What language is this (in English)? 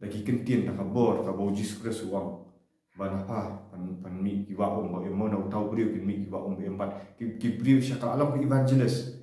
Khasi